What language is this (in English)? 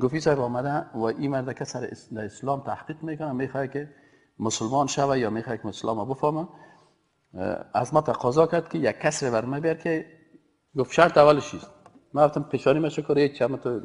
Persian